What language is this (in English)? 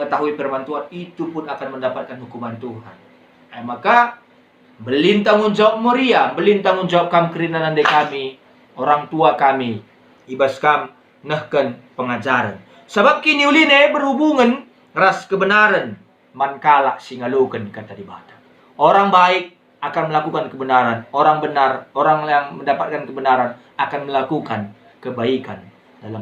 Batak Karo